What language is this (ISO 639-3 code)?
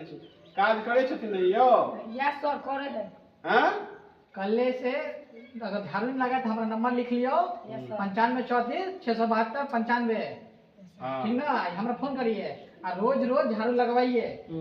mai